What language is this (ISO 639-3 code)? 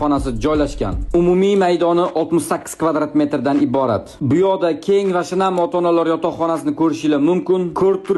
uzb